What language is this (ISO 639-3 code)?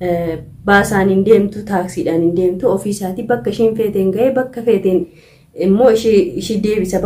orm